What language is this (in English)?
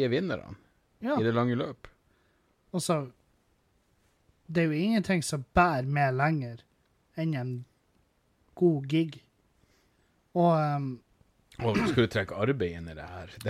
Norwegian